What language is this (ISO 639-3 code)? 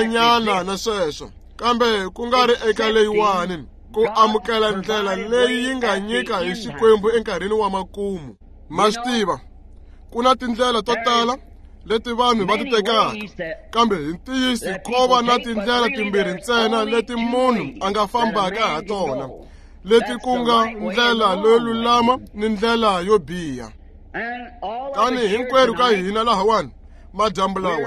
tso